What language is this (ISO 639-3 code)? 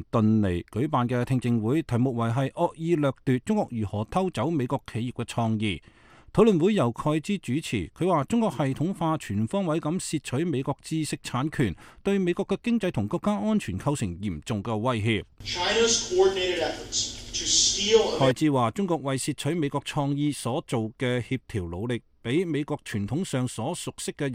yue